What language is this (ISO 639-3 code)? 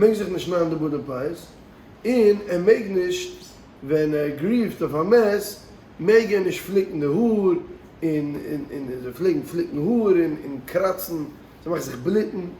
yid